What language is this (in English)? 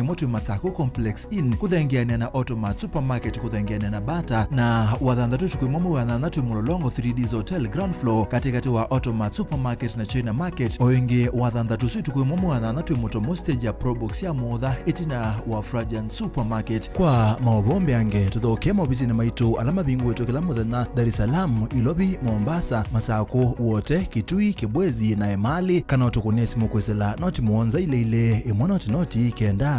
Kamba